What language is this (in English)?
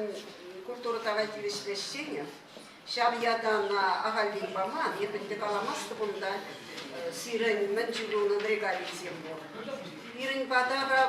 Chuvash